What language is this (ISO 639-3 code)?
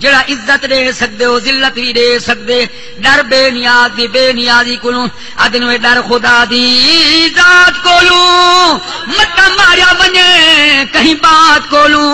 skr